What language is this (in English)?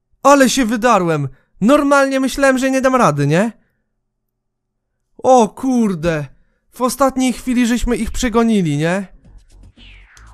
Polish